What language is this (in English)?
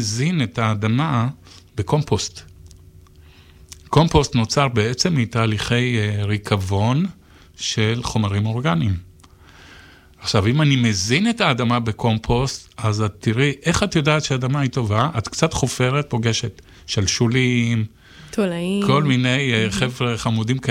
Hebrew